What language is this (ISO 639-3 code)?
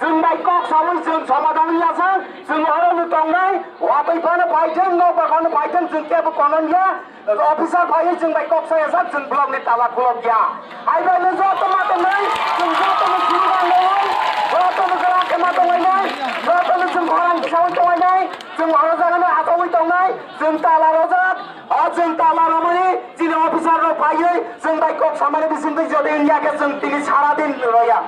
trp